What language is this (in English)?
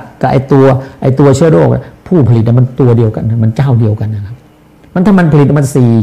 Thai